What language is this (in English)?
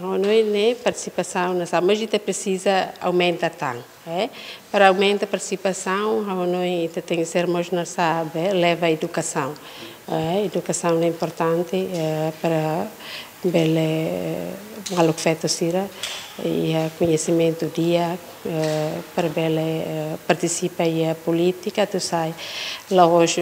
Tetum